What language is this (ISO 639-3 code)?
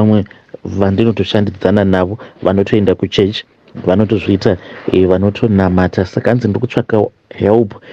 sna